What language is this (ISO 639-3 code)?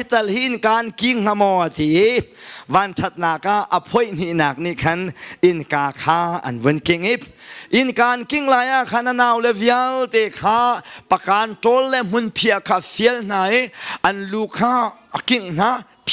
cnh